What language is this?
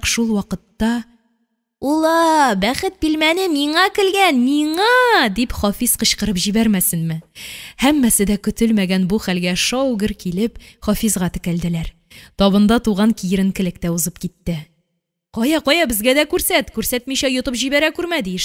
Tatar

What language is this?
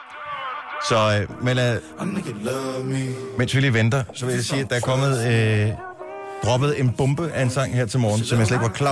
Danish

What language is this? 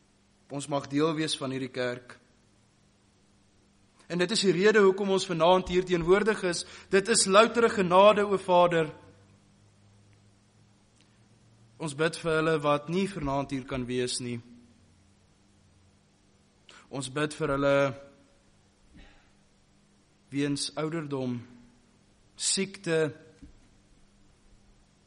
Afrikaans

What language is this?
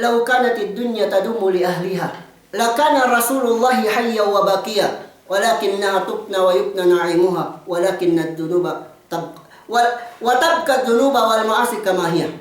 Yakan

